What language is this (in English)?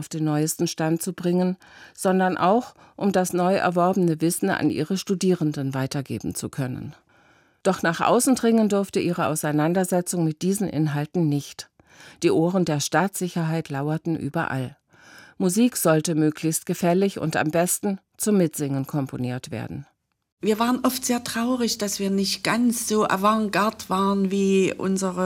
German